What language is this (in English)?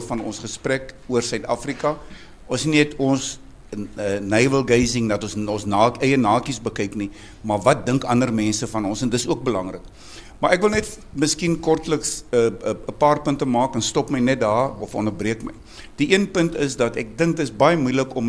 Afrikaans